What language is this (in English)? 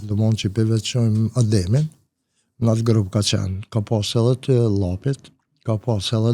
Albanian